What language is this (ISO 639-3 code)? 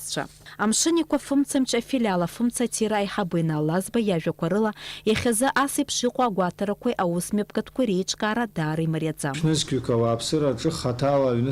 abk